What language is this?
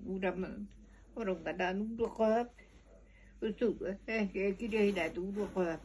Yakut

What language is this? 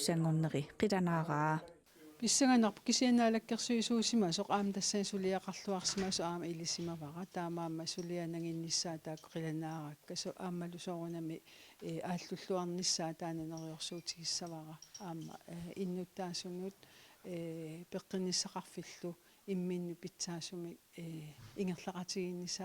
Kalaallisut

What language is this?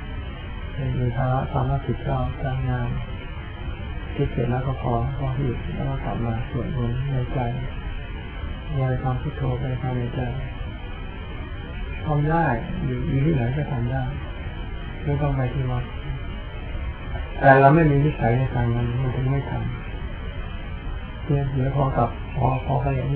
Thai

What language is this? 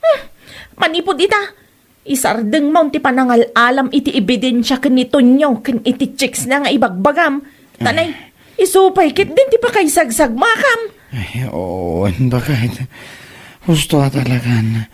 Iloko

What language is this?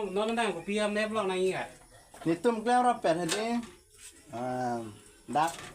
Karbi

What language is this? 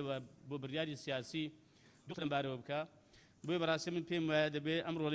Central Kurdish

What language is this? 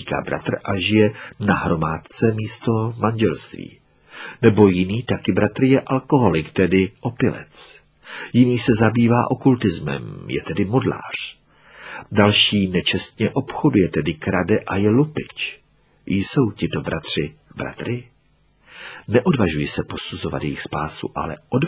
Czech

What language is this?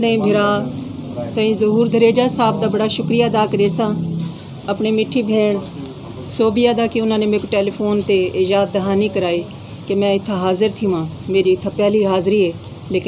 Saraiki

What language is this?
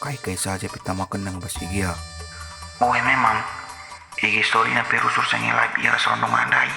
Batak Karo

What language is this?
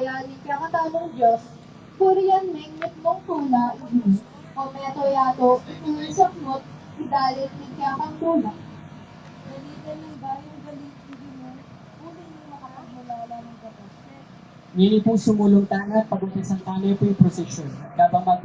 Pampanga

